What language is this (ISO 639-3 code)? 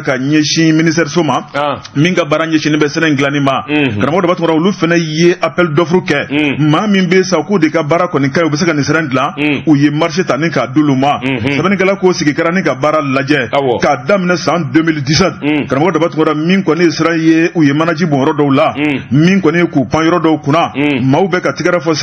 bam